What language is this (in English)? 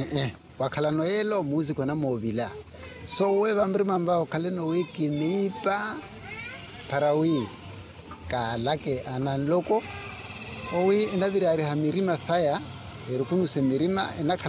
Makhuwa